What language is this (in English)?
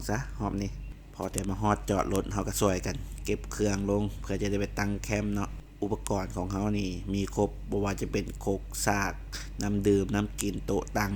Lao